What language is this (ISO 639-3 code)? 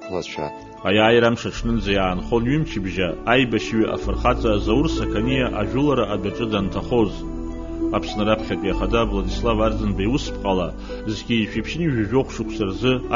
abk